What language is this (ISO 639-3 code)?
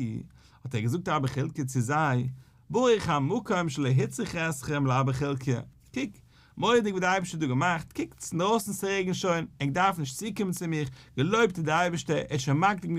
yid